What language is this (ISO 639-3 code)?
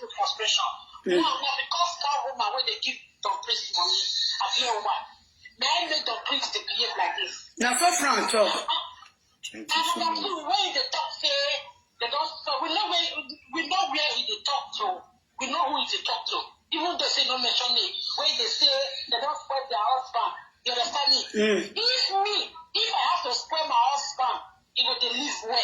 pcm